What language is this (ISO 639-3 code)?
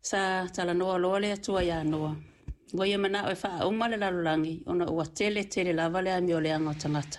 smo